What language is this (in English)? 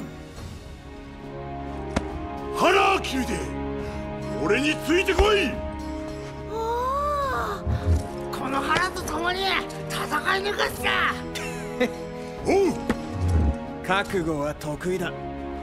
Japanese